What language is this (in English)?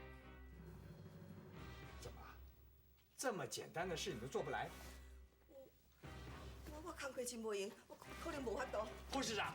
Min Nan Chinese